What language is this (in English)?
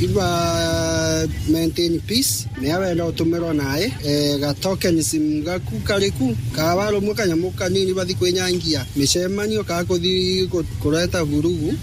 Meru